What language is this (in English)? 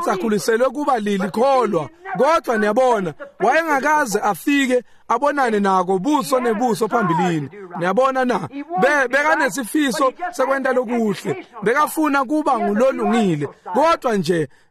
Swati